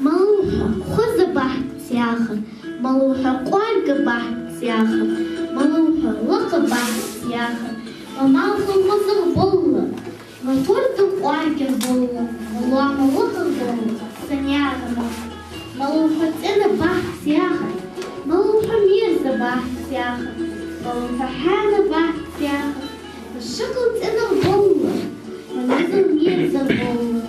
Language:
Ingush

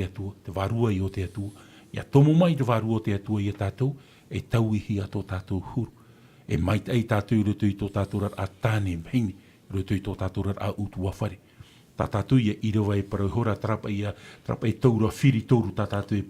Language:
Tahitian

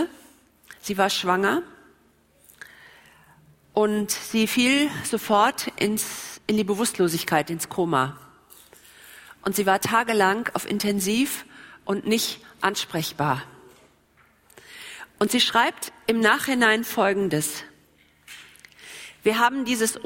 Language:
German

